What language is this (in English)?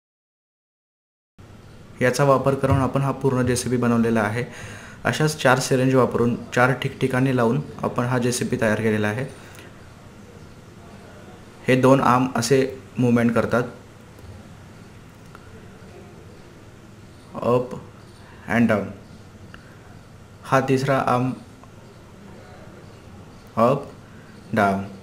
Marathi